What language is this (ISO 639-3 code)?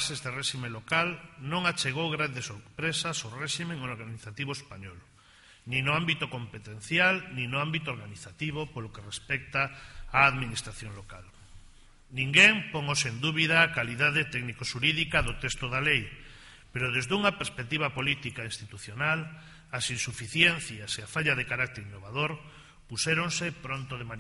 glg